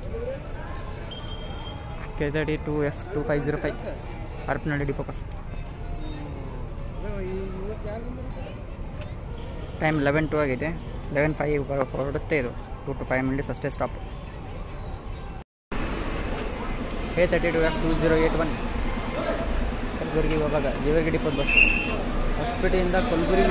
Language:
Kannada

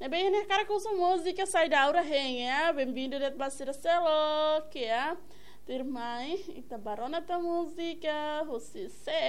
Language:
Tetum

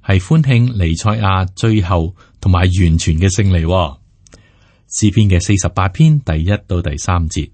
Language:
Cantonese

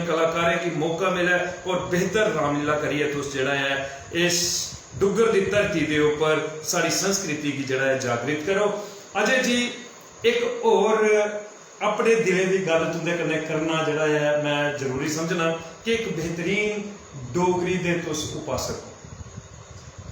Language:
Dogri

